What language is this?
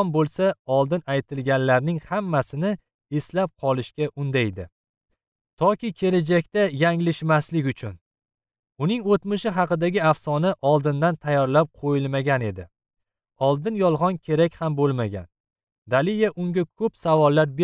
Uzbek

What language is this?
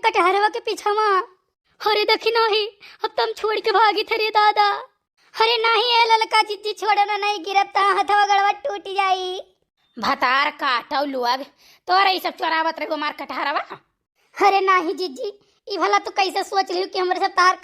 Awadhi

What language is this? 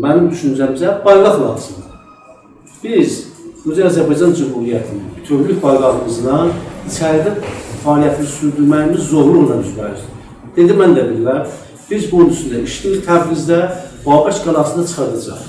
South Azerbaijani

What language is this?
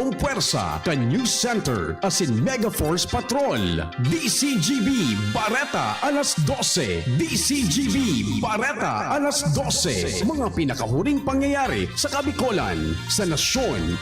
Bikol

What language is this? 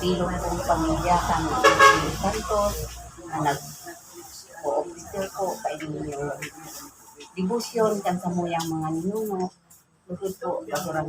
Bikol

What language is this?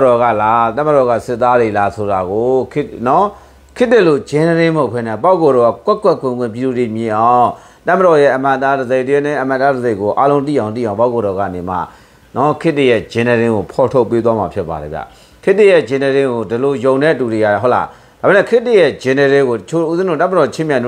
Burmese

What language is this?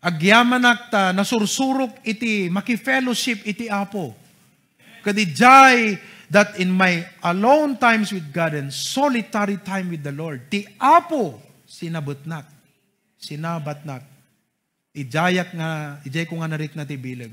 Iloko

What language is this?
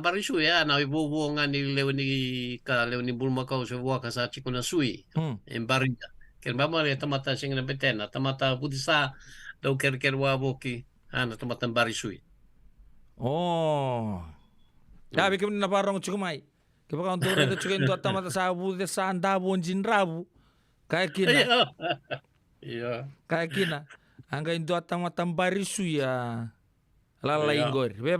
Fijian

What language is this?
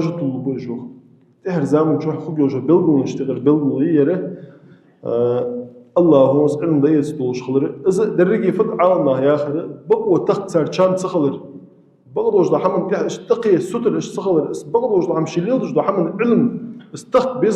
Ingush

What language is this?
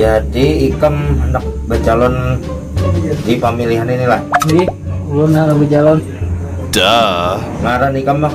Banjar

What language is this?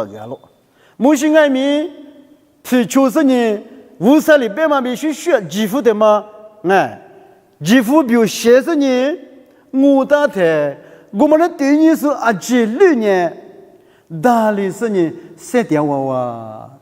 Lisu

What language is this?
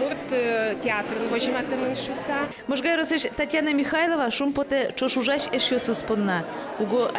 Udmurt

